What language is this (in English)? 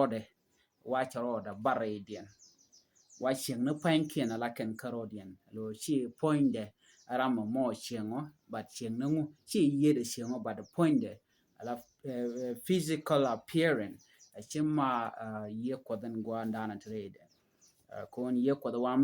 Nuer